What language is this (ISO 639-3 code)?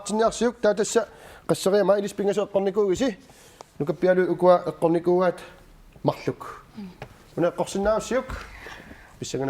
kal